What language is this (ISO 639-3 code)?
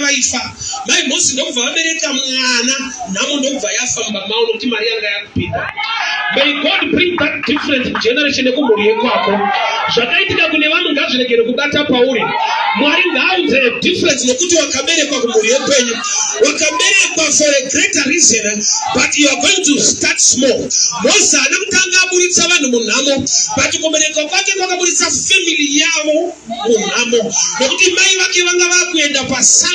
sna